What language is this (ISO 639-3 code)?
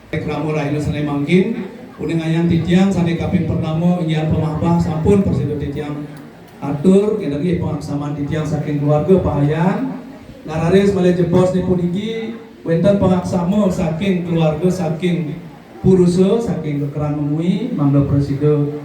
ban